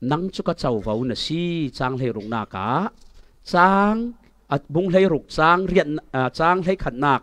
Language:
Falam Chin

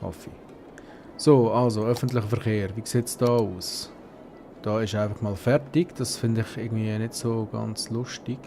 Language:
Swiss German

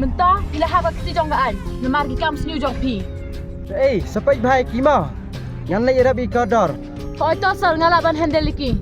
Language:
Khasi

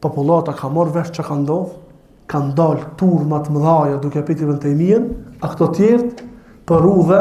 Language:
Albanian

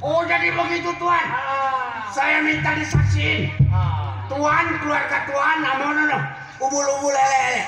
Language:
Betawi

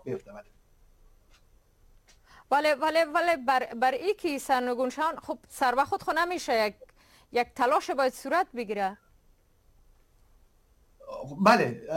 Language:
Persian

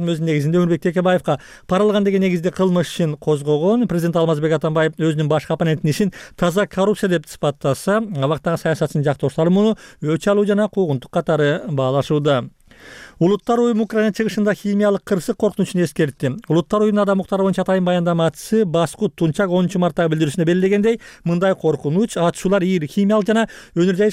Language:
Kyrgyz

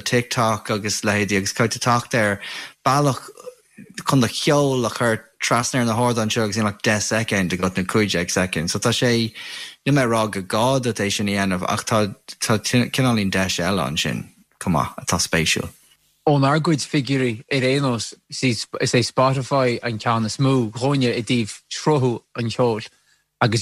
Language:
Irish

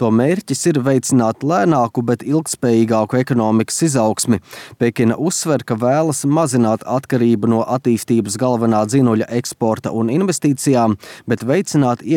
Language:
Latvian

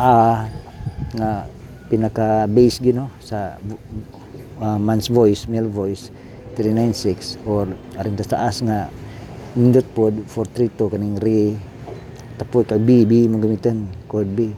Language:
Cebuano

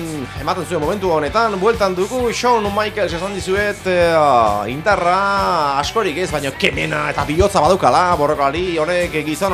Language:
Basque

